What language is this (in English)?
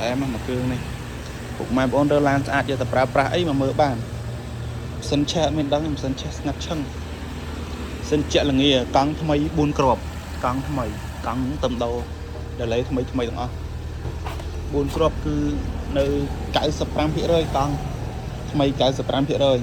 Khmer